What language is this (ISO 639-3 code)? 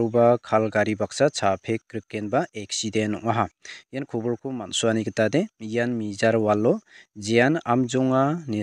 grt